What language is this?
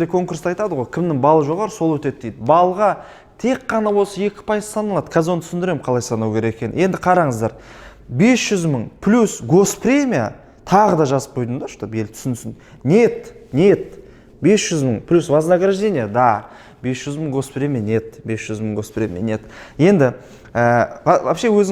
Kazakh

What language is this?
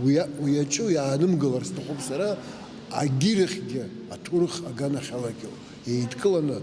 Abkhazian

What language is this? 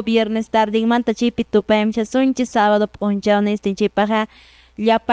Quechua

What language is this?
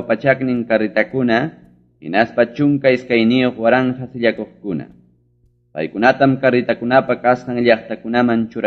Ayacucho Quechua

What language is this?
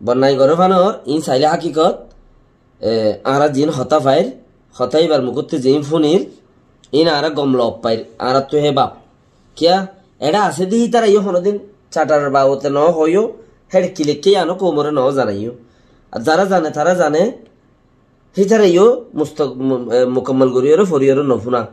Rohingya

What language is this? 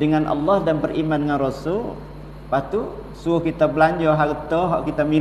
Malay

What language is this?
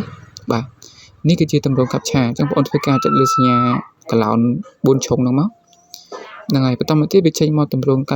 Khmer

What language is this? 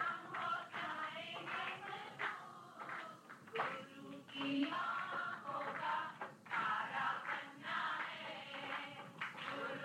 Hindi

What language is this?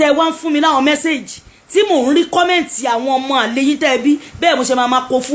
Yoruba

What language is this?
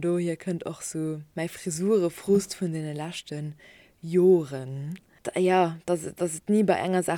Luxembourgish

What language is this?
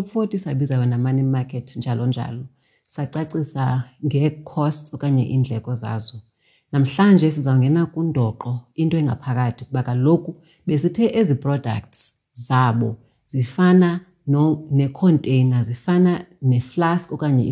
Xhosa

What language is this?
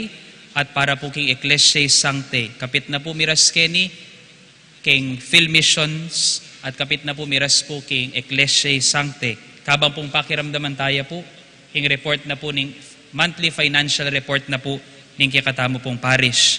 Pampanga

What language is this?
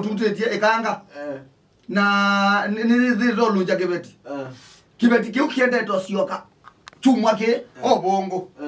Kamba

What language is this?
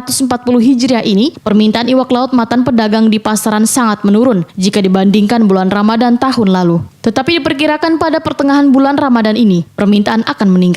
Banjar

